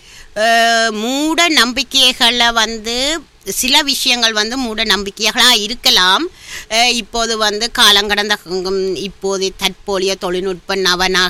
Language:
Tamil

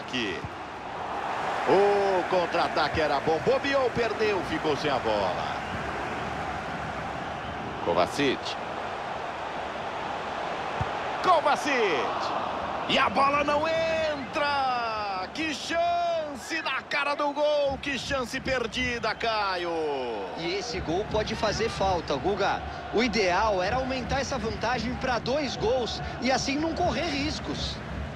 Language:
Portuguese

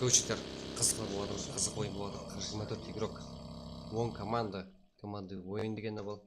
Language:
Kara-Kalpak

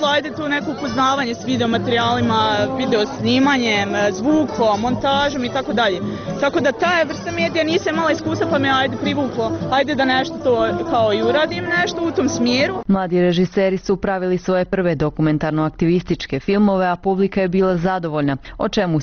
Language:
Bosnian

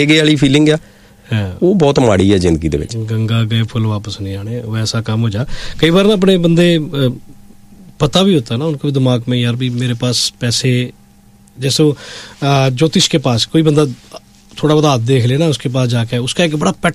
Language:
Punjabi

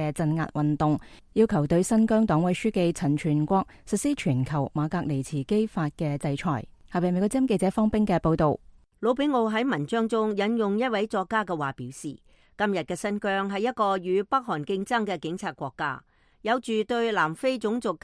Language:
Cantonese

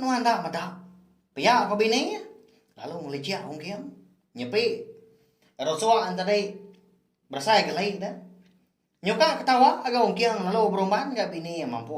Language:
Iban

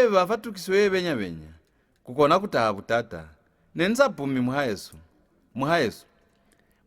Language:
Lozi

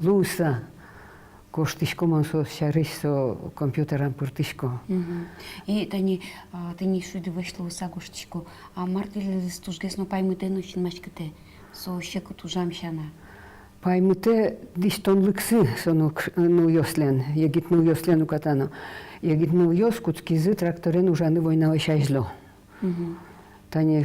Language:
Udmurt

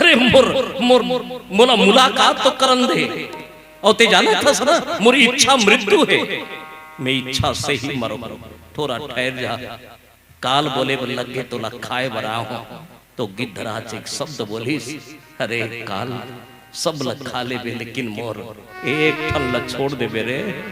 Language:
Chhattisgarhi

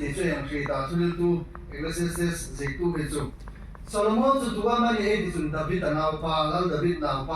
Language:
Hmar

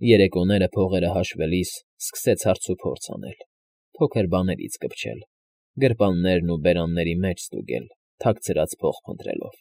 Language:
Armenian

